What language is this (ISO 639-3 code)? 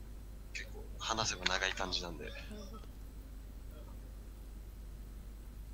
jpn